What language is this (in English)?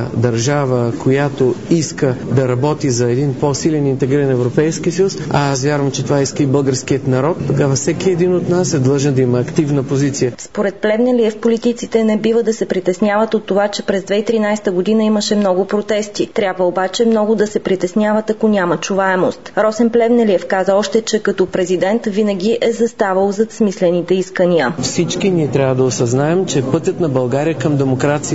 Bulgarian